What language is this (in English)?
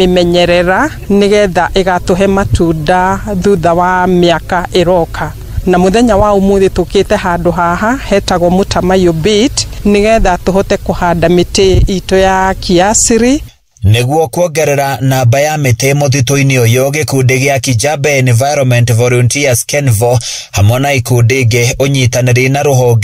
Kikuyu